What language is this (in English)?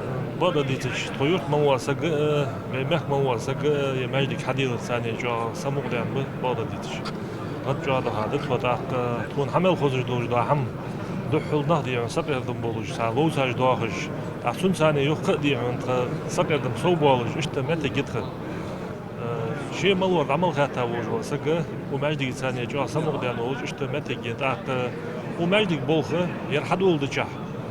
Ingush